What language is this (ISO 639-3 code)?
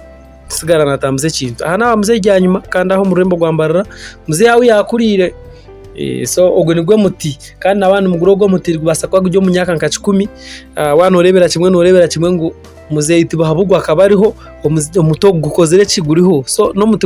nyn